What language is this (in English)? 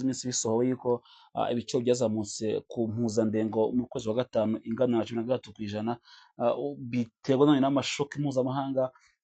Kinyarwanda